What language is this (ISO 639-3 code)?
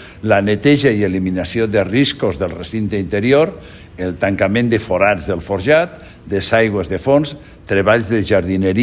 cat